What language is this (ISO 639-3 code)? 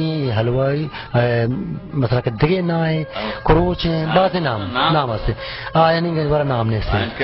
bal